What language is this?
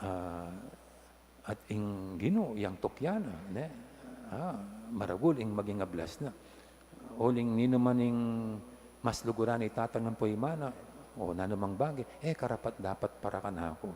Pampanga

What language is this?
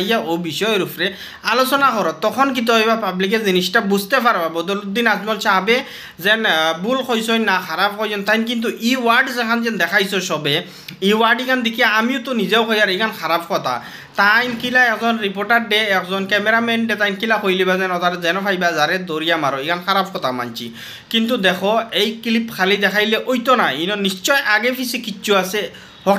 Sylheti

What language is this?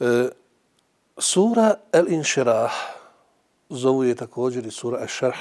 Bosnian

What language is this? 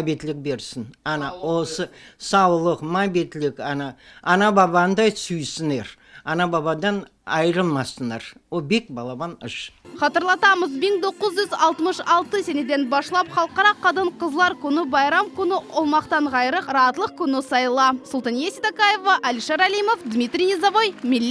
Crimean Tatar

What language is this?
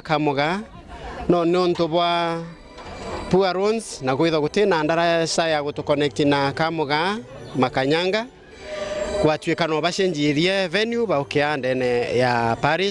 Meru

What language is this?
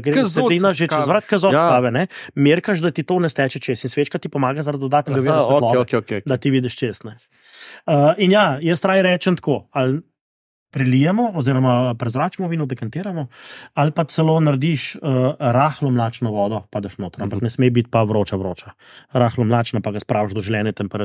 Slovenian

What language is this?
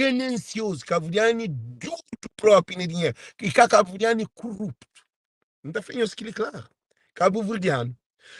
Kabuverdianu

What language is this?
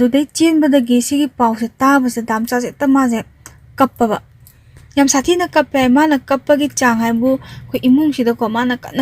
Manipuri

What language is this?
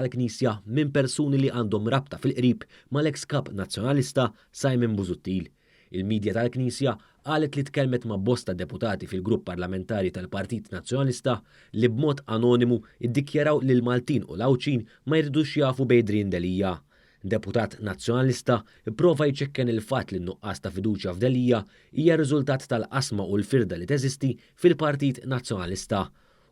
Maltese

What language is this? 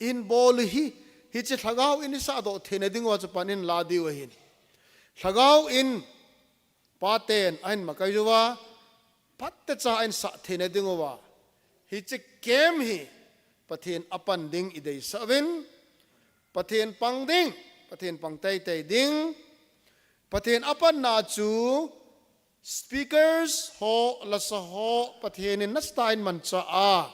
Thado Chin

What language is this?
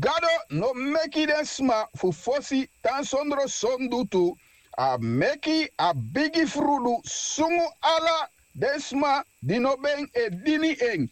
Sranan Tongo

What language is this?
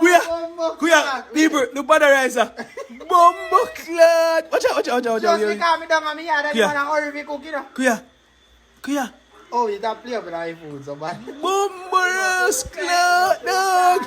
Jamaican Creole English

